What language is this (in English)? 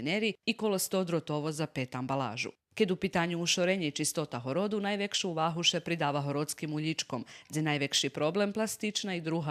Rusyn